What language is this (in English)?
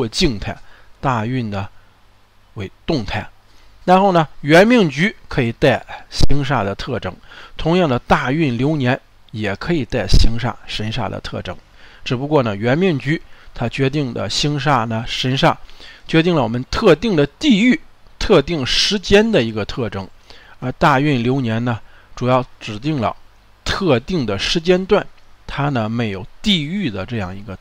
Chinese